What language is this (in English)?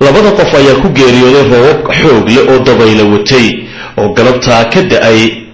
Somali